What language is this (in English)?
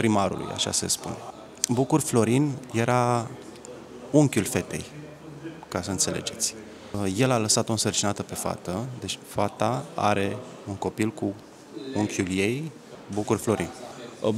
Romanian